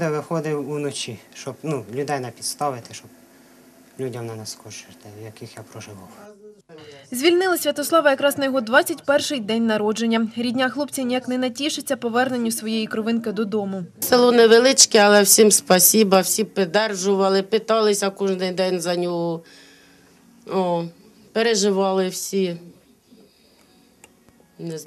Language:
Ukrainian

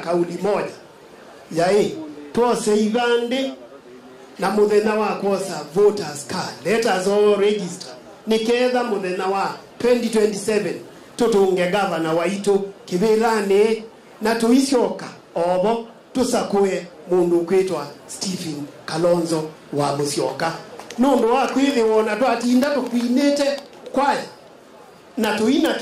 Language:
Kamba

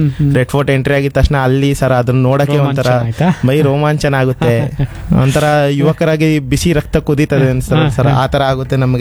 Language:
Kannada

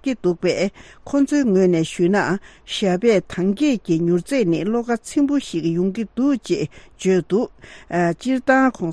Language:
Tibetan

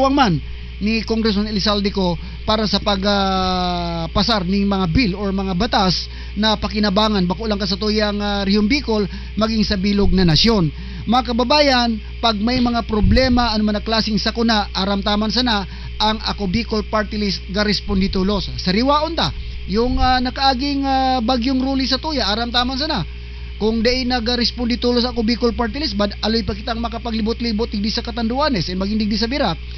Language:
Bikol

